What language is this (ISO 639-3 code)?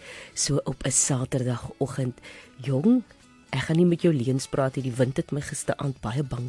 afr